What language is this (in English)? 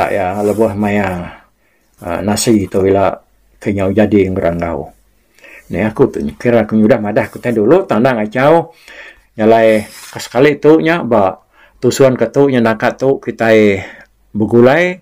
Iban